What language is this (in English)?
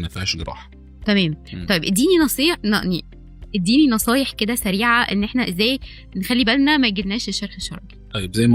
Egyptian Arabic